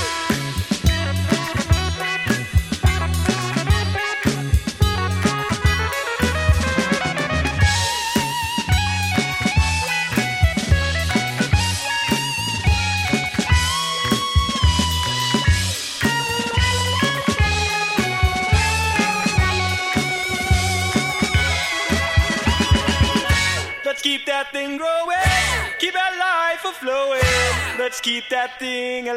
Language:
English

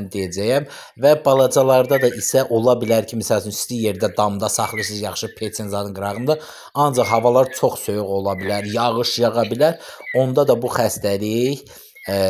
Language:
Azerbaijani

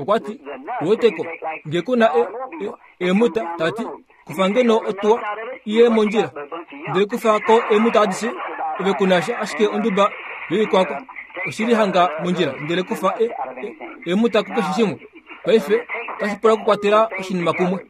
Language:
Kuanyama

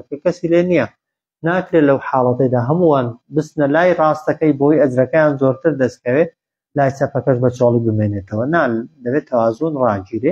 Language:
Central Kurdish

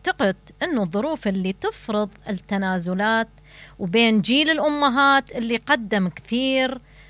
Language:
Mesopotamian Arabic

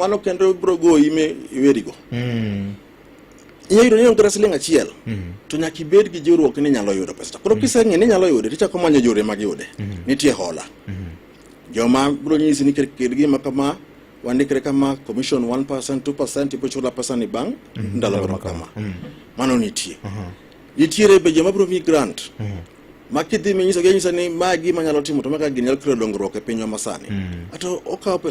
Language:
Luo (Kenya and Tanzania)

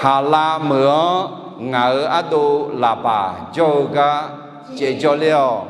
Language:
Akha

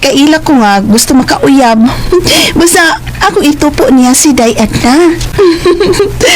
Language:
Cebuano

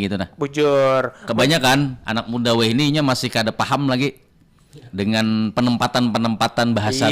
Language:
Banjar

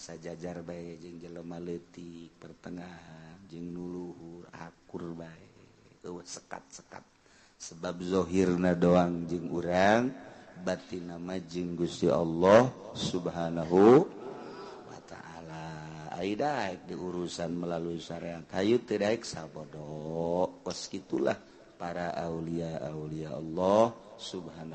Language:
Sundanese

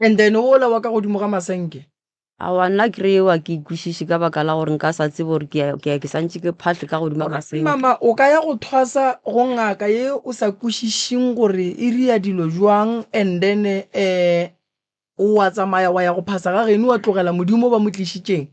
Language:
Northern Sotho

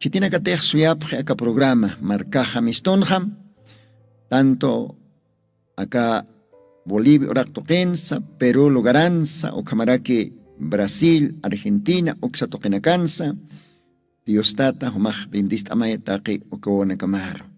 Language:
Aymara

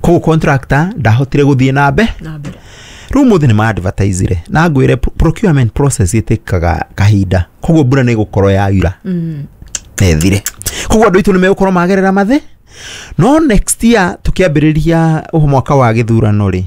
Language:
Kikuyu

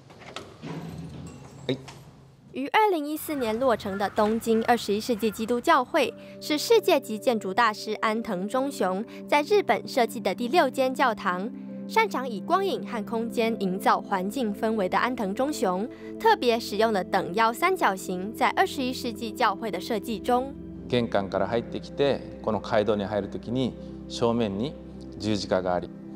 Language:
Chinese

